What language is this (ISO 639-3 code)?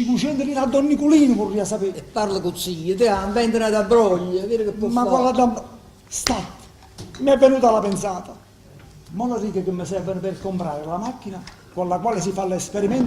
nap